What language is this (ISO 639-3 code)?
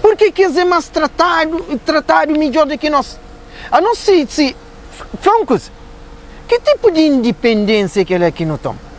kea